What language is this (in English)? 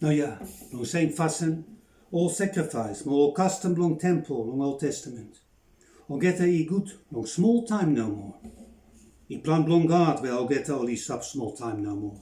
Bislama